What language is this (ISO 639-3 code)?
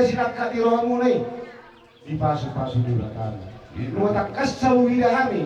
bbc